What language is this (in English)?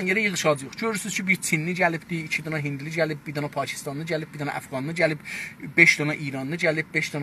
South Azerbaijani